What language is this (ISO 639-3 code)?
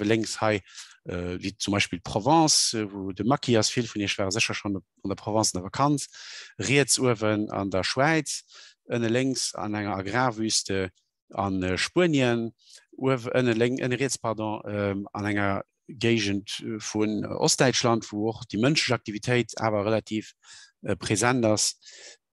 ltz